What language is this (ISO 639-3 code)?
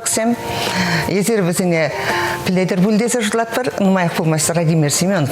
chv